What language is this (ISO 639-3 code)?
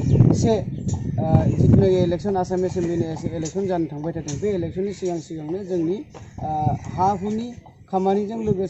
brx